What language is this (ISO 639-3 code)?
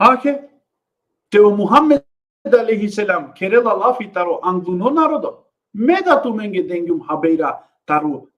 rmn